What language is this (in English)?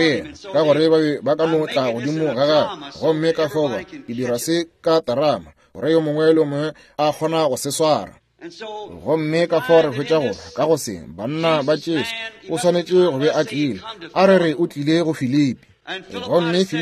Northern Sotho